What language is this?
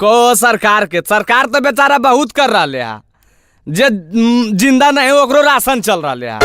Magahi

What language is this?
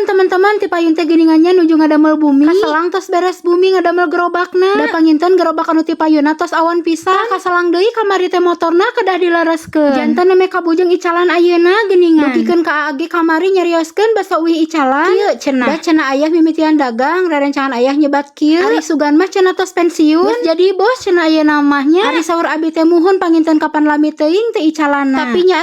Sundanese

